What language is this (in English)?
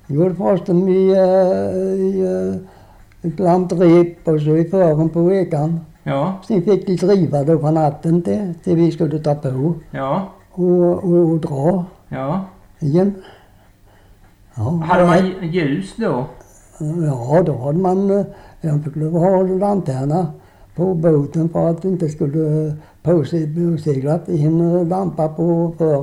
Swedish